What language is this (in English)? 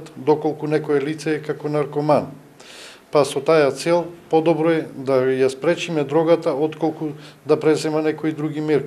Macedonian